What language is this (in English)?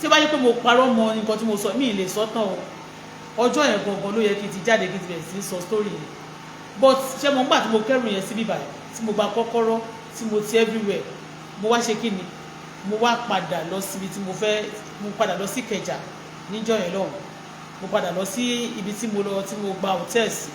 Yoruba